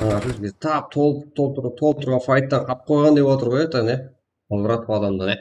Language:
Kara-Kalpak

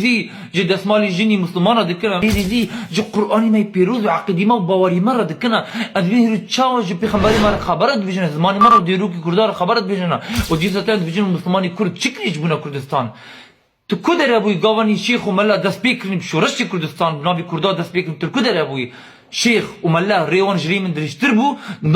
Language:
Kurdish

